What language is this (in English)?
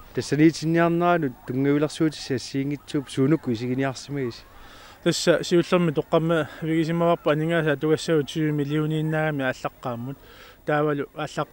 Kalaallisut